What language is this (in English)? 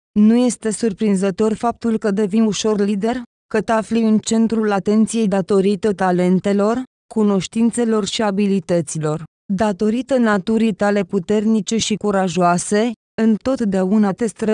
Romanian